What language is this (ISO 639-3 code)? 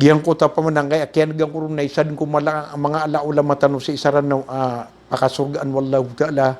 mrw